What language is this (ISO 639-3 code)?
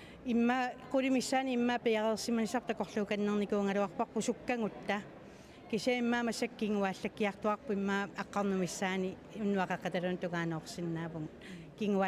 kal